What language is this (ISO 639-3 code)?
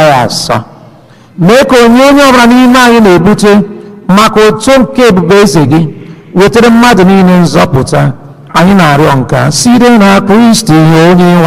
ibo